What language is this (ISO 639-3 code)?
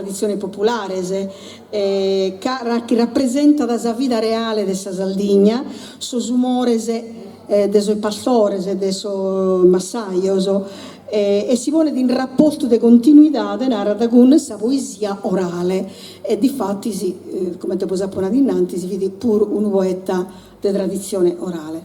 srd